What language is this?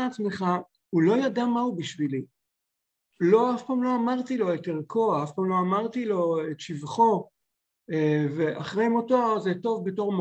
Hebrew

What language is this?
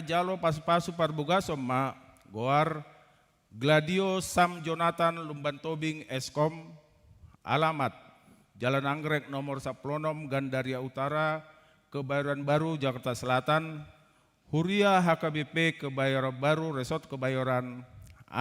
Batak Toba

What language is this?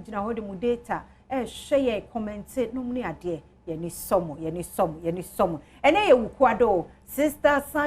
Akan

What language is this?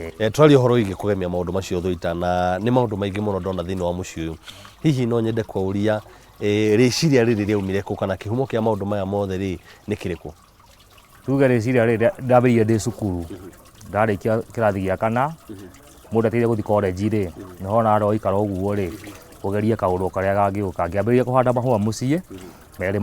Kikuyu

